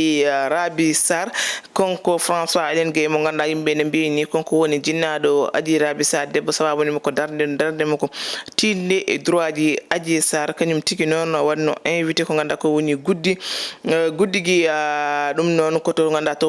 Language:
Fula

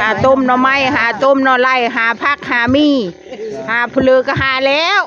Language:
Northeastern Thai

